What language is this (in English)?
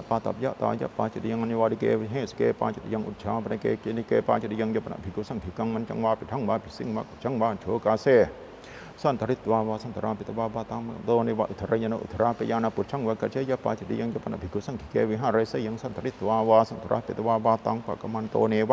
Pali